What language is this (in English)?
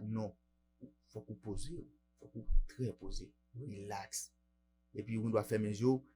Haitian Creole